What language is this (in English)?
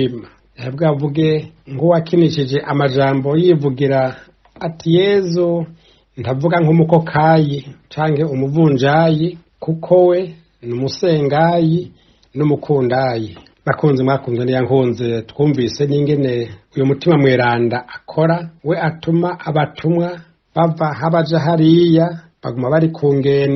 Rundi